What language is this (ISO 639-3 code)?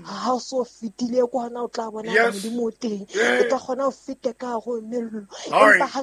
sot